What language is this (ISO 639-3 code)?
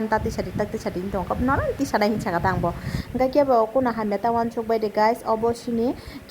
trp